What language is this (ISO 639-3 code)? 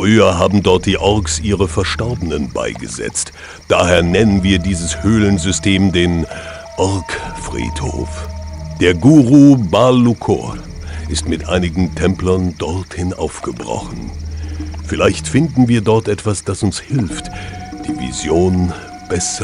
bar